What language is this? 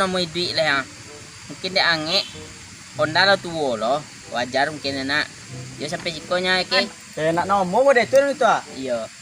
Minangkabau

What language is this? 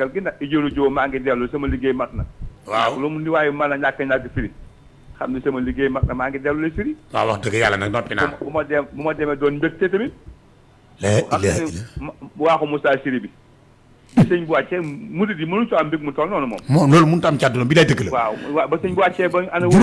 Wolof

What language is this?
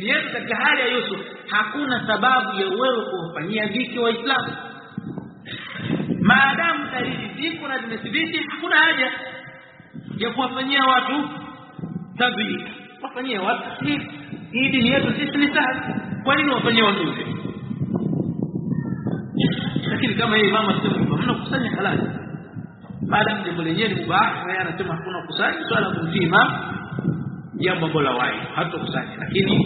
Swahili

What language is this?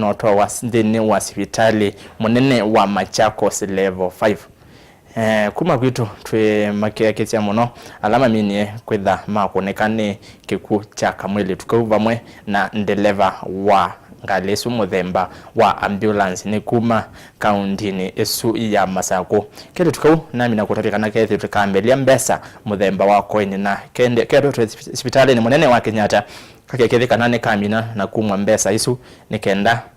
Kamba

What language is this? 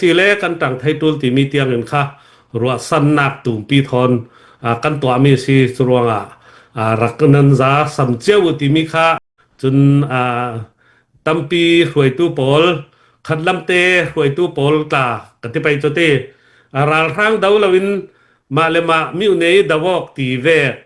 Falam Chin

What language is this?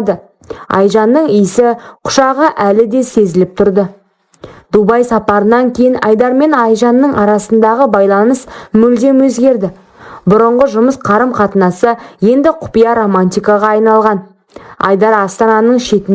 Kazakh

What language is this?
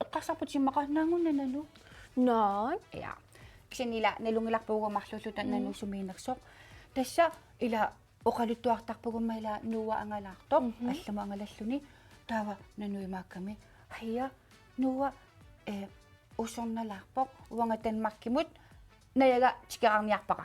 Kalaallisut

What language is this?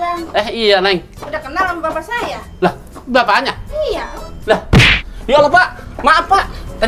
Betawi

